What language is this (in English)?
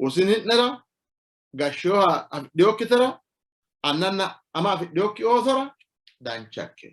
Sidamo